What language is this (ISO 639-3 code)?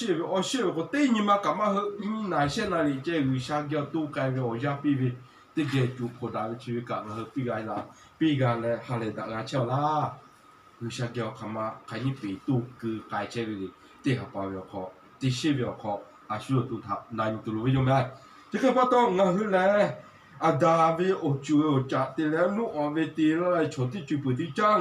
lhu